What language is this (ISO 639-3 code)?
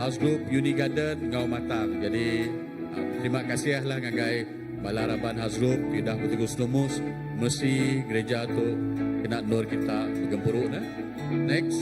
iba